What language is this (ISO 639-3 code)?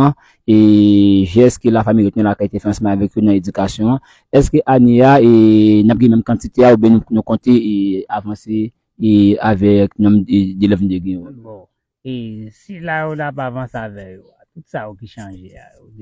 hat